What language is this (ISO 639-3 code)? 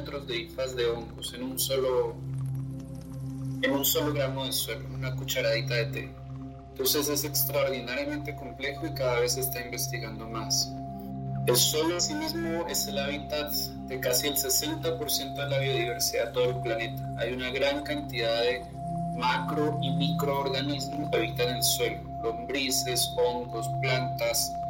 spa